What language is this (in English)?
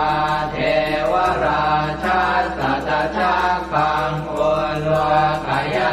Pali